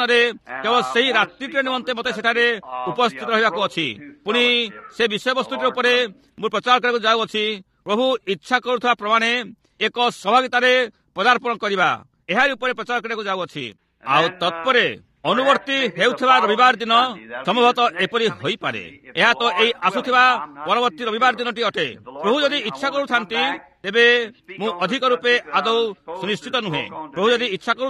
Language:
Odia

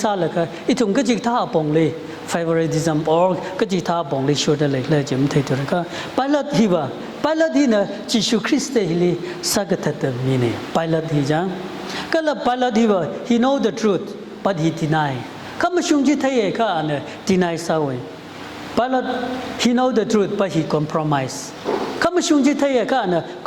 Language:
Tangkhul Naga (India)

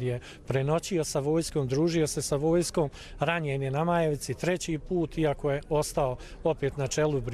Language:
Croatian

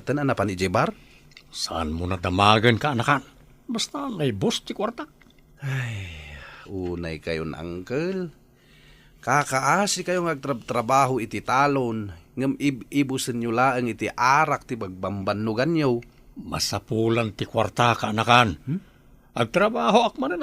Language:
Iloko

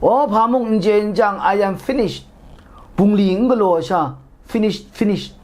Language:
Kachin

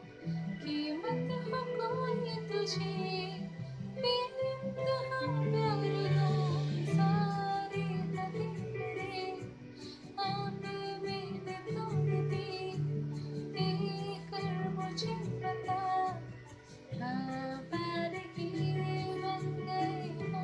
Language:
Hindi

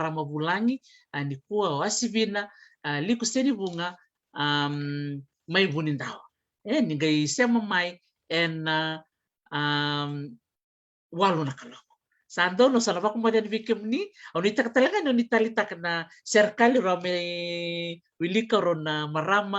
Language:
Fijian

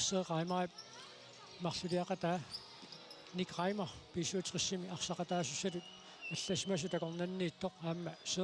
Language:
Kalaallisut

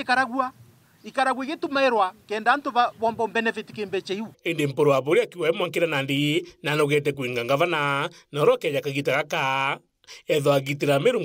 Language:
Meru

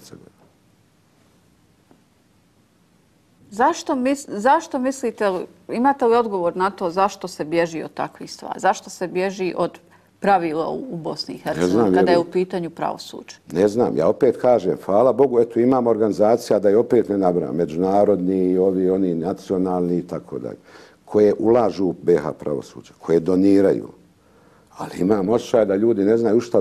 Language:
Bosnian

